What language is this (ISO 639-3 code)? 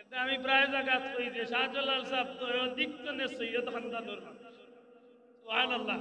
syl